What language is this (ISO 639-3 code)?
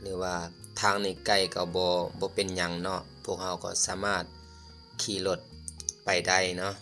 lao